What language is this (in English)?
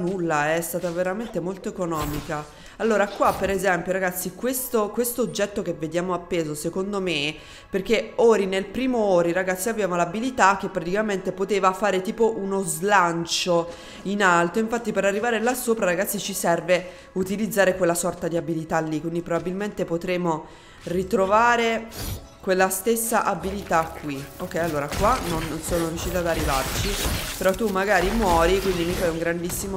Italian